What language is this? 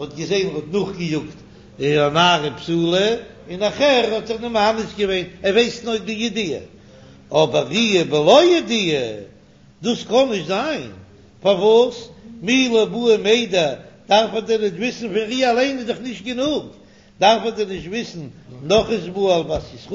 Yiddish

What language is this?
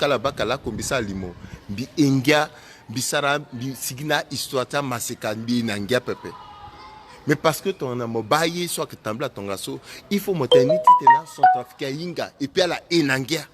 Sango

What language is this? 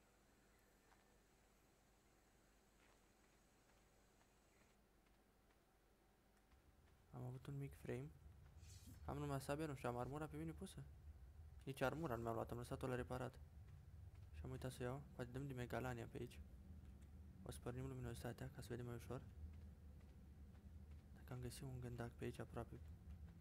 Romanian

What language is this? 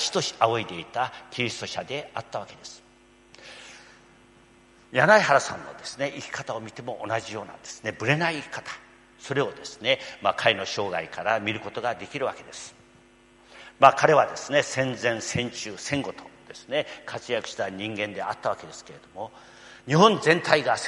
Japanese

